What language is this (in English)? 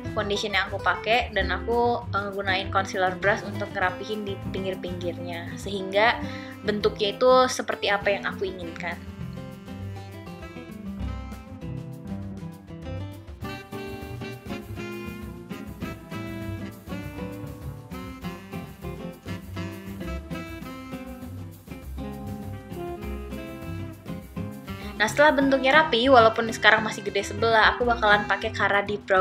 Indonesian